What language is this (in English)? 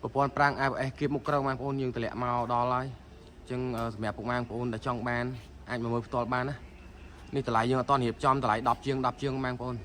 Khmer